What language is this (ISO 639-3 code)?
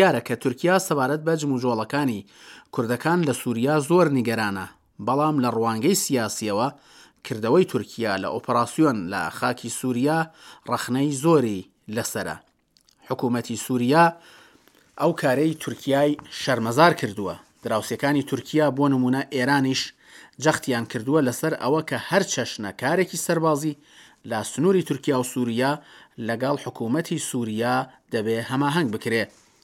ckb